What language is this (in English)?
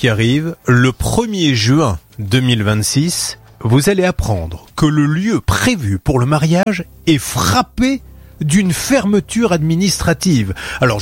French